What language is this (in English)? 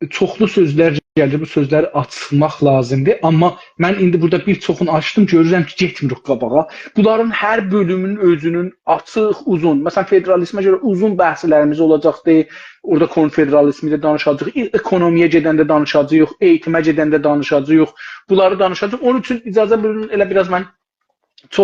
South Azerbaijani